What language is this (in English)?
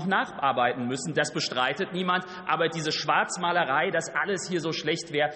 German